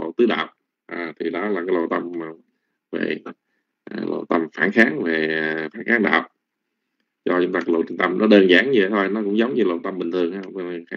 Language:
Vietnamese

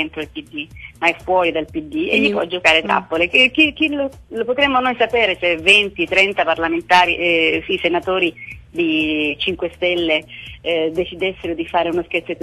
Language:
Italian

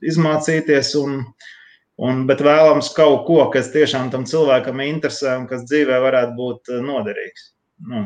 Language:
Latvian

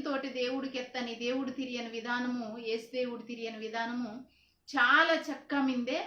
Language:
Koya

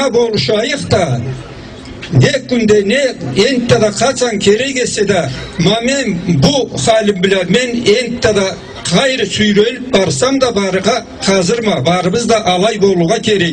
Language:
Karachay-Balkar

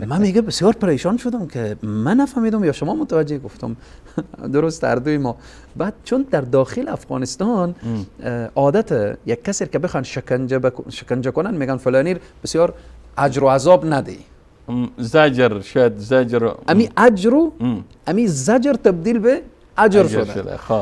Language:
Persian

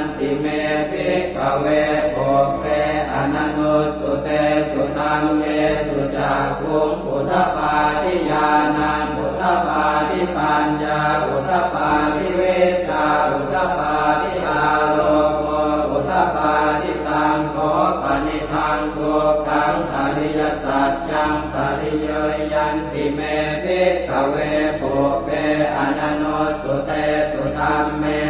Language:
Pali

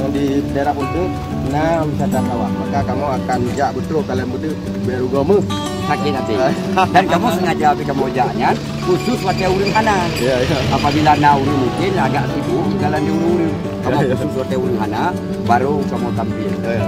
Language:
Achinese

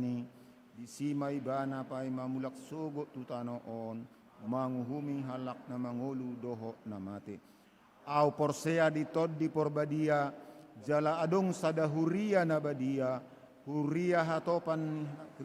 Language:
Batak Toba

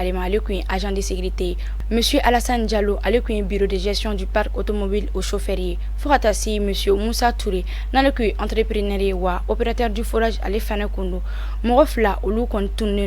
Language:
Bambara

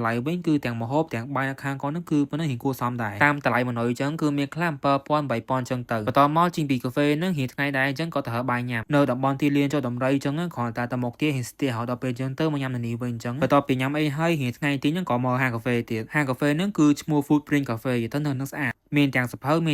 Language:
Khmer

